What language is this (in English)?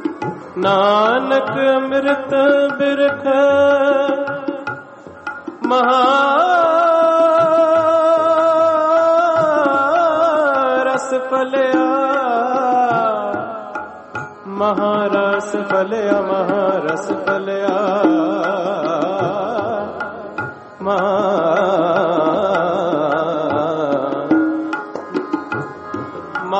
Punjabi